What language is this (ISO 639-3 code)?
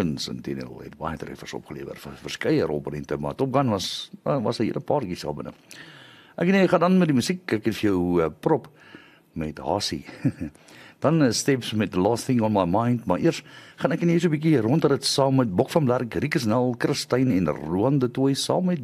afr